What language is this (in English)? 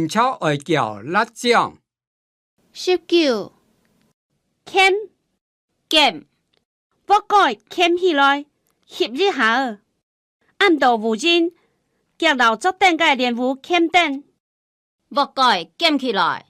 Hakka Chinese